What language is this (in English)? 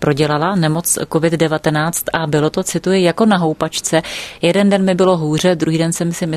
Czech